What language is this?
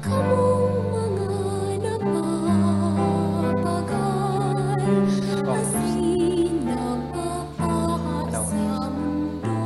Bikol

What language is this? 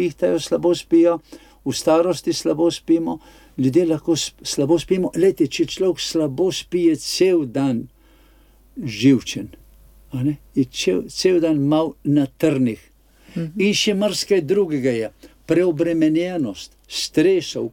Slovenian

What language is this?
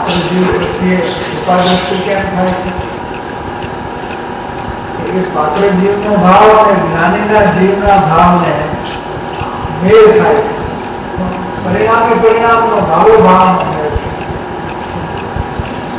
Gujarati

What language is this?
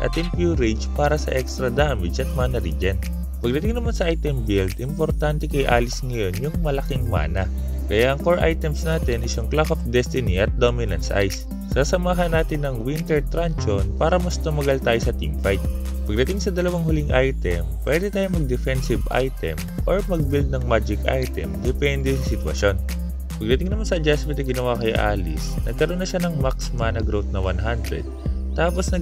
Filipino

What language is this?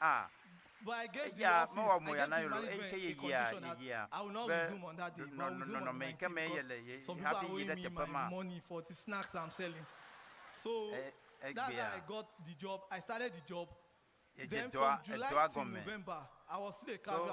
Ewe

